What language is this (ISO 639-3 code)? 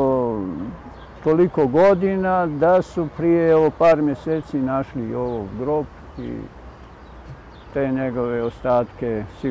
bos